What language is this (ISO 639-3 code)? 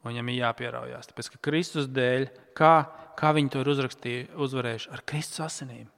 lav